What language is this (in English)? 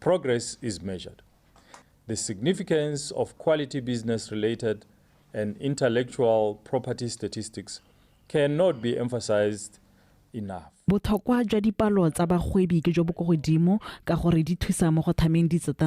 Tswana